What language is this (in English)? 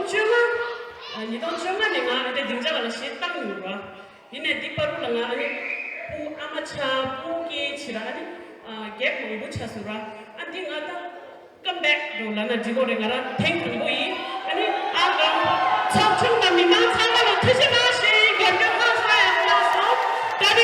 Tibetan